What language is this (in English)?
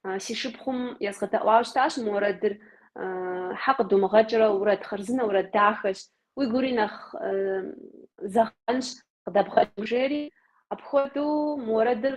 Kabardian